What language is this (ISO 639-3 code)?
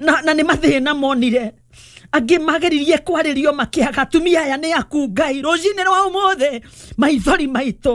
kik